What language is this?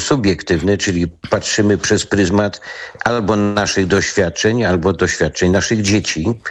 Polish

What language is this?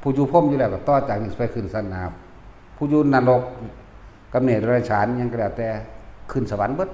Northeastern Thai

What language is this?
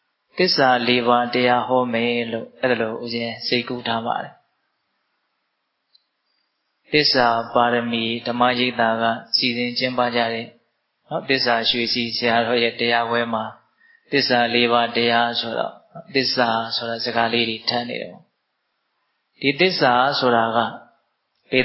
Burmese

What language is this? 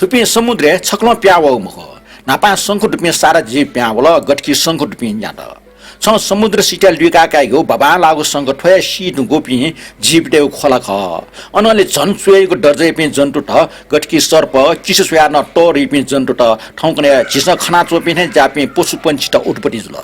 Newari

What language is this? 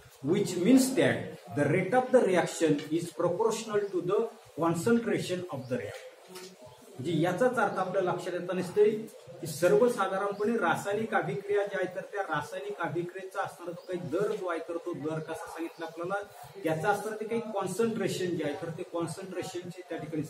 Marathi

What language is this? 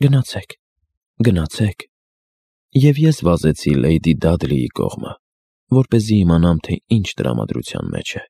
Armenian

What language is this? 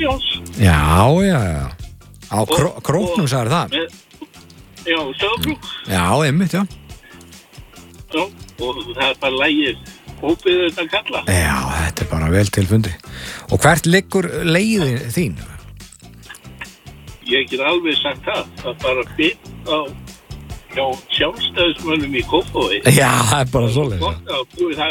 Icelandic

